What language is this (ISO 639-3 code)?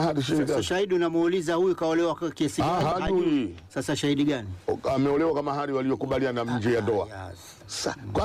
swa